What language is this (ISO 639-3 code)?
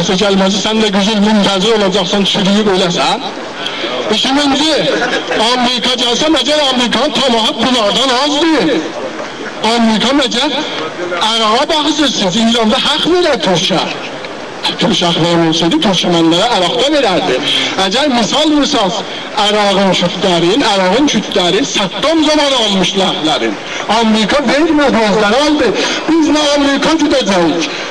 azb